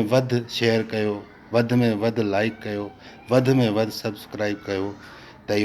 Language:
Sindhi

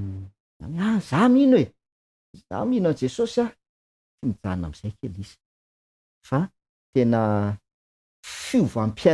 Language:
Malagasy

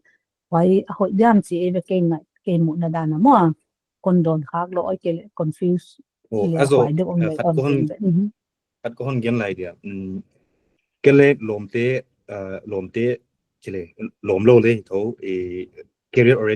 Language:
Paite Chin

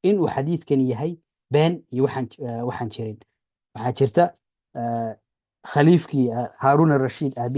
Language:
Somali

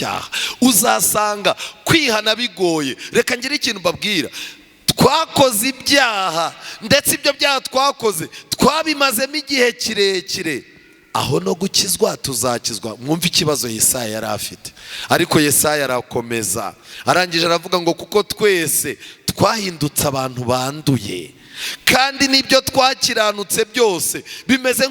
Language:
Kinyarwanda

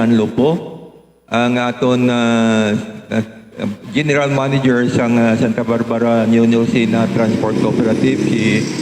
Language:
Hiligaynon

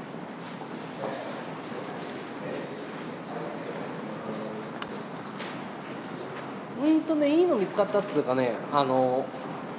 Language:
Japanese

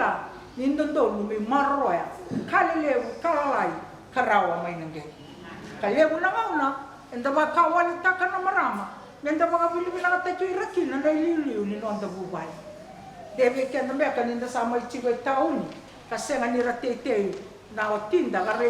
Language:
Fijian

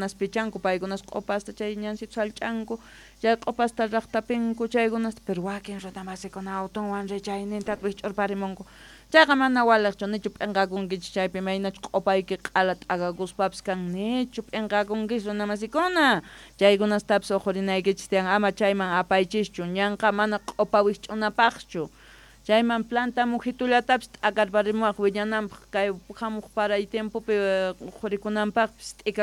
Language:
South Bolivian Quechua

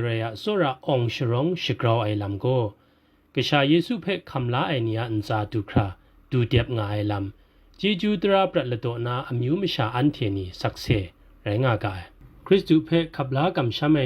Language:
Kachin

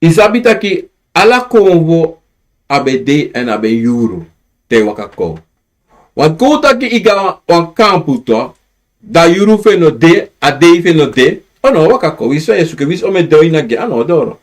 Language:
Sranan Tongo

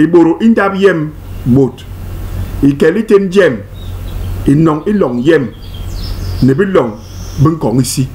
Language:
Basaa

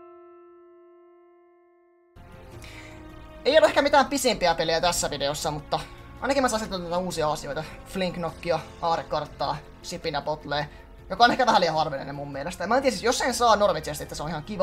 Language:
Finnish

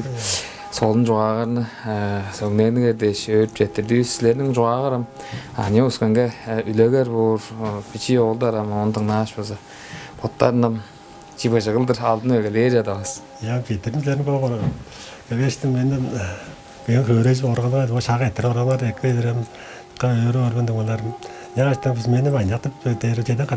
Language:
Tuvinian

